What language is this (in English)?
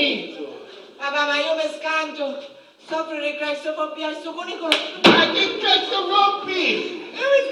Sicilian